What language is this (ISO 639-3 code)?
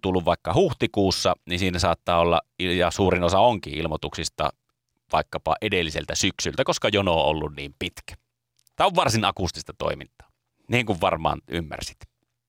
fin